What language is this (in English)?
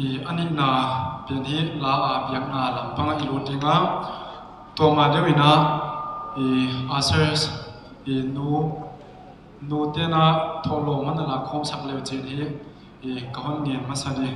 Paite Chin